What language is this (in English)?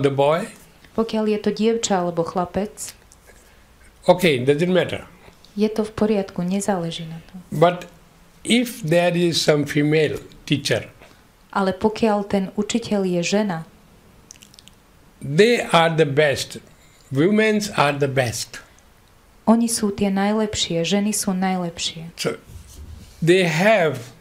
Slovak